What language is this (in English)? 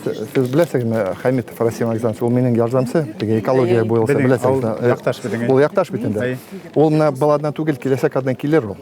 Bashkir